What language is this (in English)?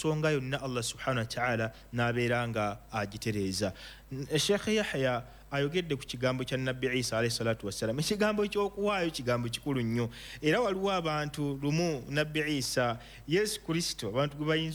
Ganda